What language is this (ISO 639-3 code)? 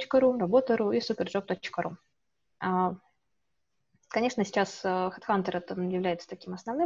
rus